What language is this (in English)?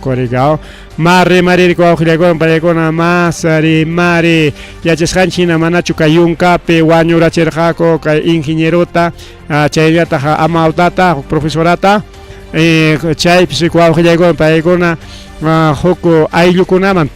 Ayacucho Quechua